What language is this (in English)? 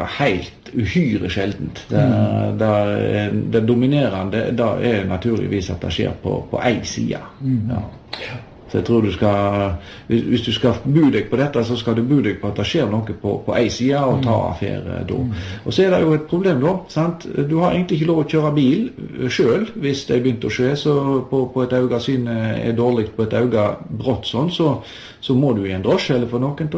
Norwegian